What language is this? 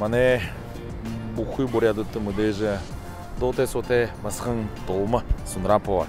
Buriat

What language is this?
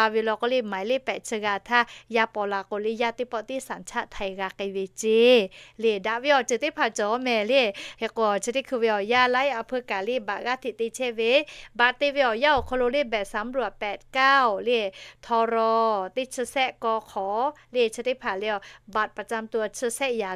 Lahu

